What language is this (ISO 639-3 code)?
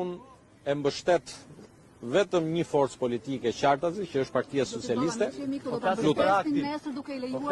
sqi